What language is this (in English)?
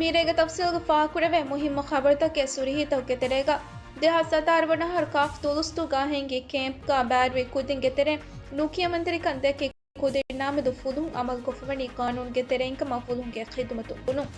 Divehi